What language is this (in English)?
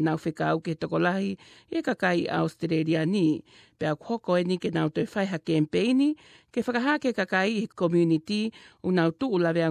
Tongan